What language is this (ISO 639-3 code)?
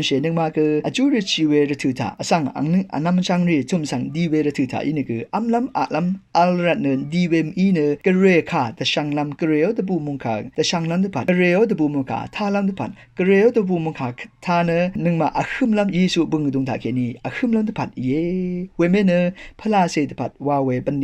raw